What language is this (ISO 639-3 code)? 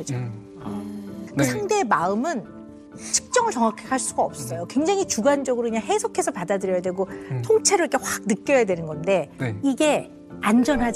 kor